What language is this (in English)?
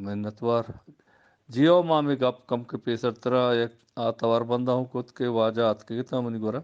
Eastern Balochi